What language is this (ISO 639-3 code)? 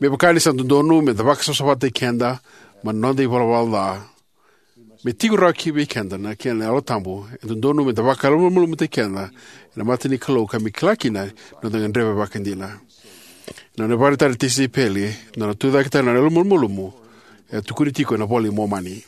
fij